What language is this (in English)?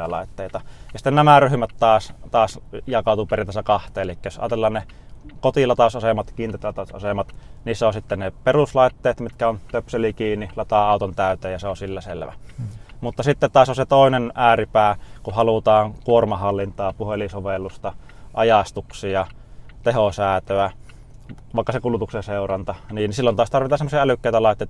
Finnish